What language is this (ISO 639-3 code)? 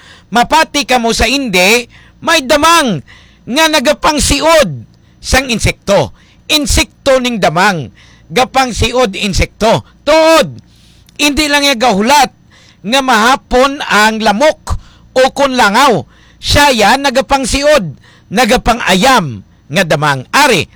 hil